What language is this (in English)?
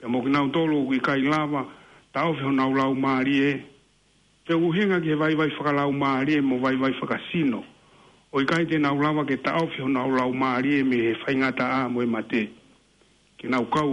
Tongan